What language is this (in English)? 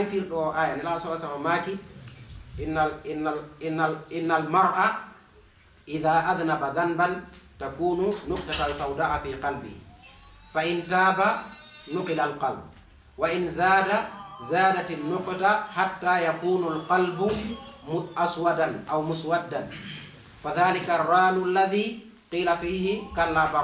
Fula